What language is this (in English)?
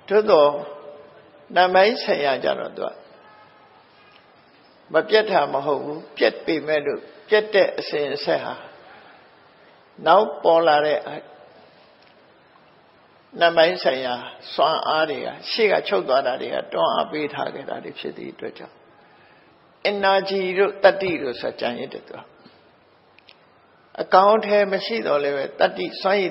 Burmese